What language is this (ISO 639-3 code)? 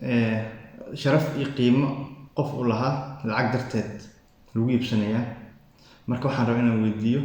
som